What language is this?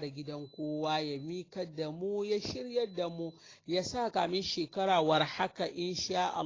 Hausa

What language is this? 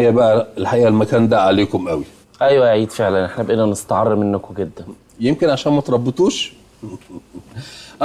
Egyptian Arabic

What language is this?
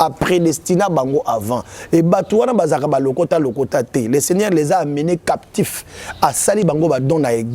Lingala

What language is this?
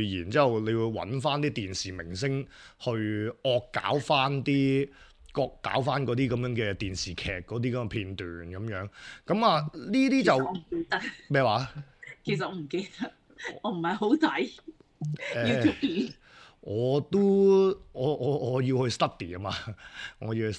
Cantonese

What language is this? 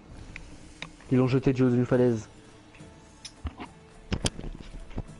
French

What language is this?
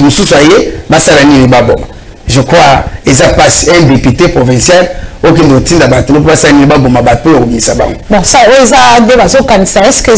Lingala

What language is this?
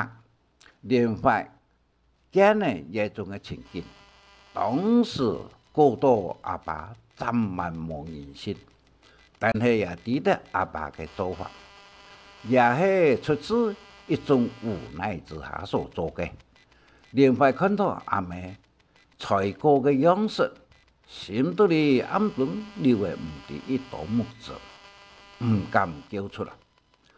Hakka Chinese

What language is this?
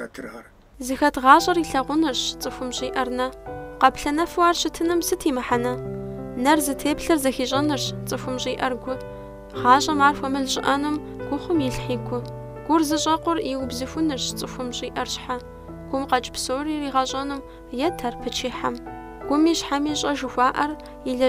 Kabardian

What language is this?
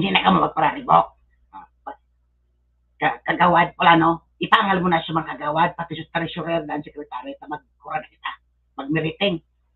Bikol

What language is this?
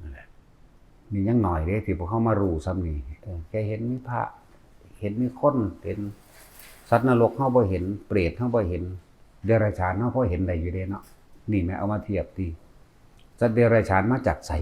Northeastern Thai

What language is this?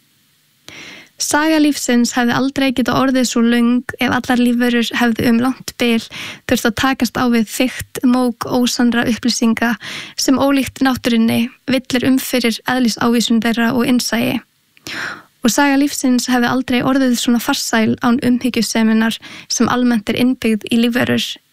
Icelandic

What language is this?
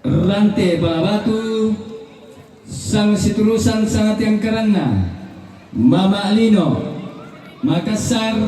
Toraja-Sa'dan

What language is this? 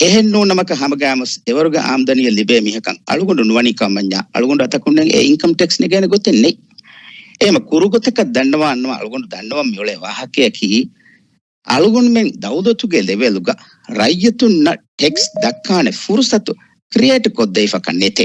Divehi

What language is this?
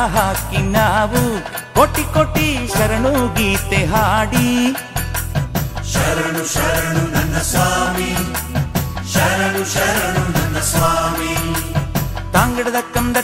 Kannada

